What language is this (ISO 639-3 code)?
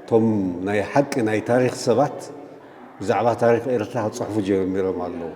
tir